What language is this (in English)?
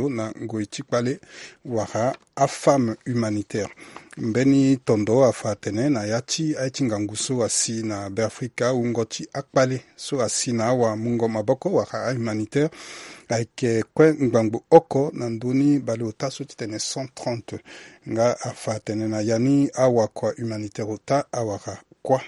Sango